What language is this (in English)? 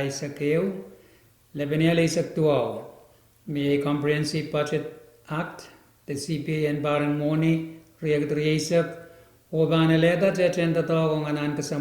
Pohnpeian